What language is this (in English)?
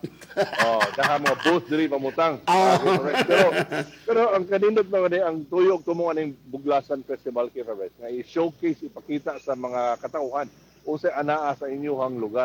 Cebuano